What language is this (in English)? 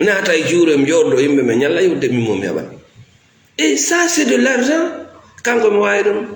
Fula